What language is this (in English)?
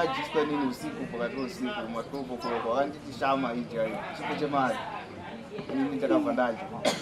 Shona